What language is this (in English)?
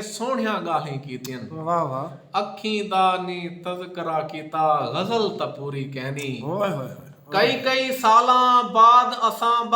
Saraiki